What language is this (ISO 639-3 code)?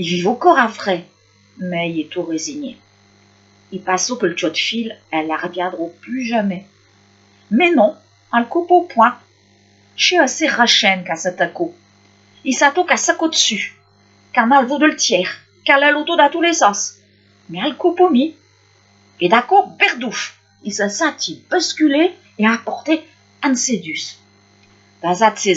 pcd